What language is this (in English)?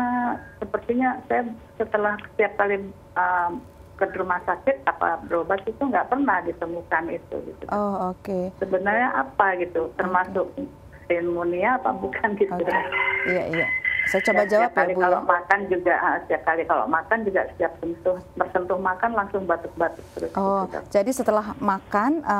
Indonesian